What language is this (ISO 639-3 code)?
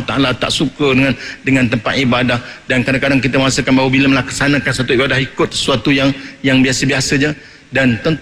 msa